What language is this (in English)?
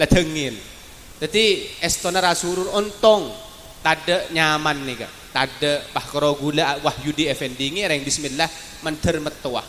Madurese